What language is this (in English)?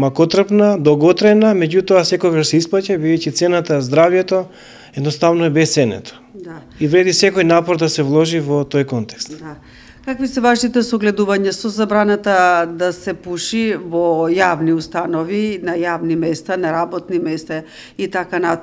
Macedonian